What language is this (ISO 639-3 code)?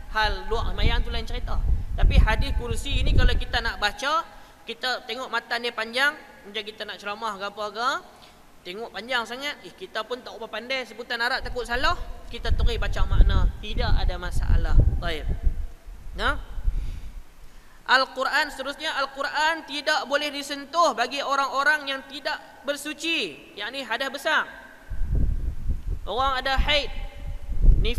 msa